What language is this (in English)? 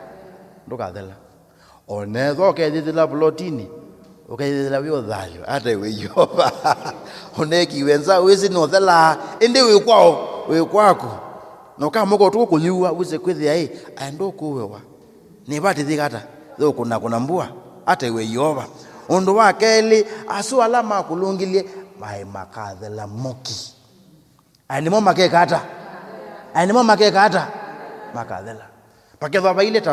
Kamba